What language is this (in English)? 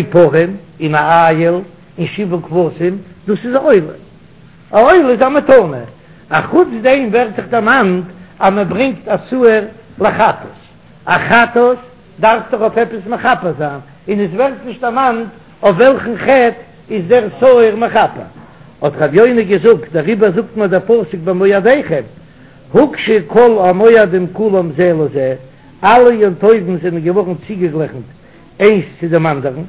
Yiddish